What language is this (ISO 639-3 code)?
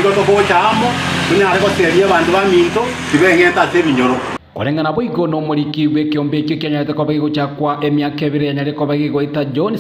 guz